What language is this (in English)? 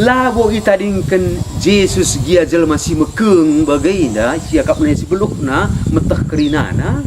Batak Karo